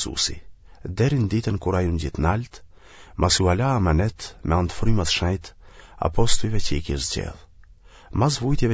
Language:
Albanian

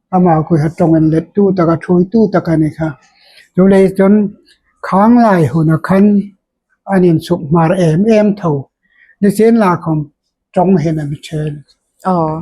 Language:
Hmar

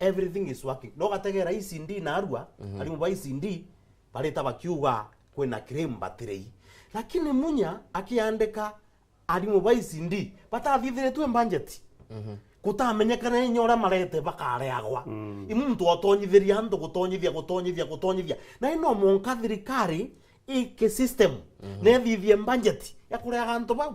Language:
Meru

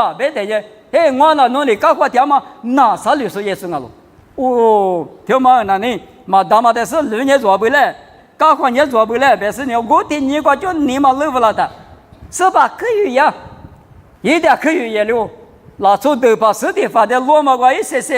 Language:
Lisu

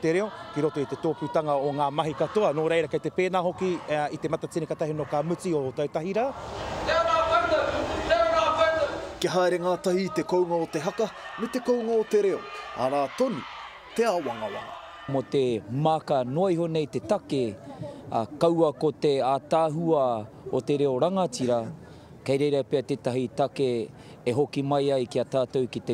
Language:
Māori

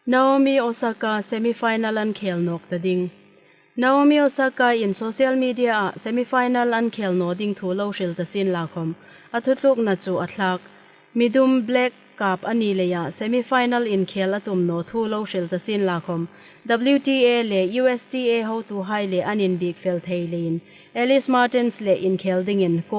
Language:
Hmar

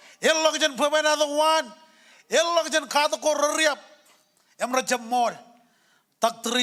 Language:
Marshallese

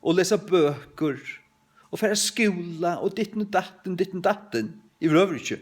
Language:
Faroese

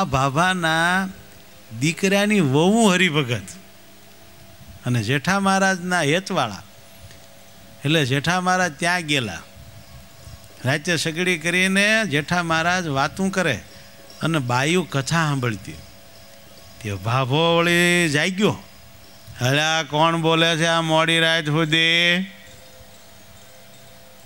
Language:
Gujarati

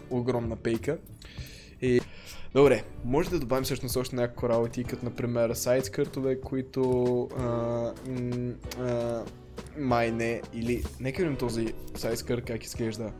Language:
Bulgarian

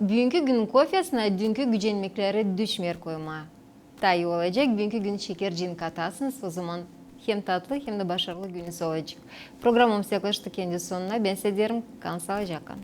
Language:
Gagauz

